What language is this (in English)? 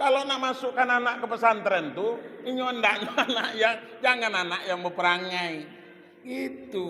Minangkabau